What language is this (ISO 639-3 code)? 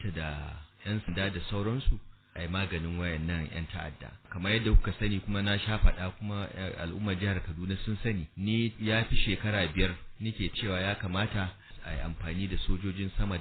hau